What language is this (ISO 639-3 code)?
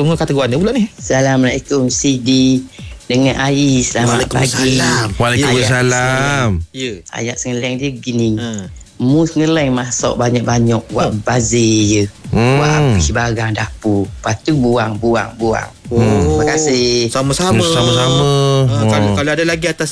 msa